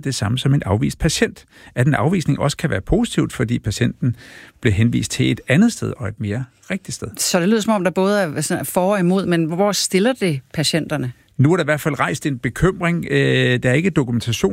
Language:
Danish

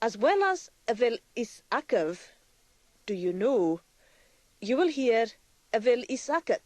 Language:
Scottish Gaelic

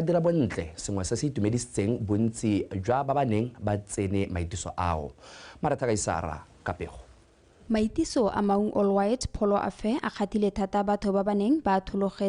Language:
Tswana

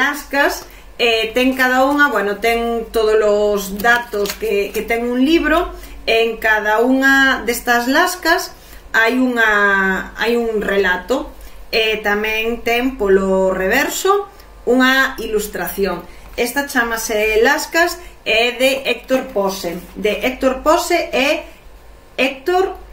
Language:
Galician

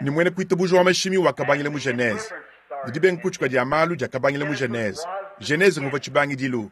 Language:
Luba-Lulua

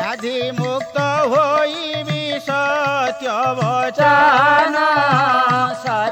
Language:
Odia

